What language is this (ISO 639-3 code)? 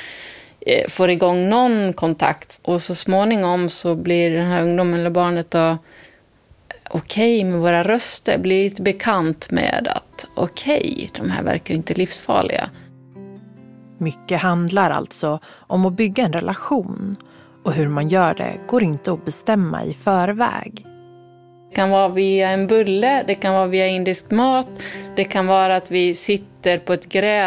swe